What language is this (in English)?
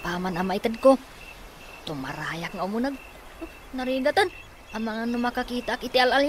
Iloko